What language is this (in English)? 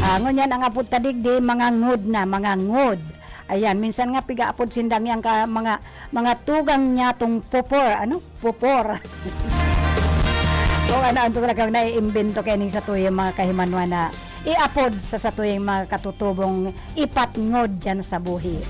Bikol